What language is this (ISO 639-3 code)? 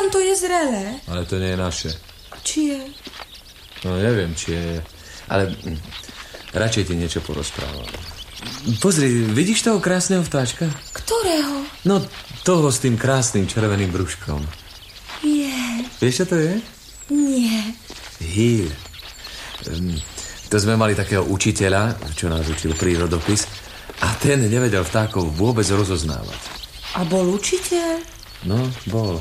slk